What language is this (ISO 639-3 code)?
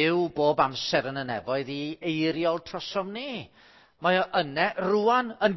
cym